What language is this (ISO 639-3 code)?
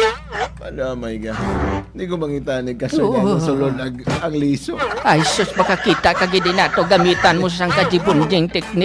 hil